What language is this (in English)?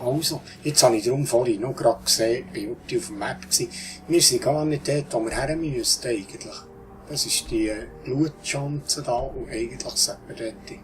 Swiss German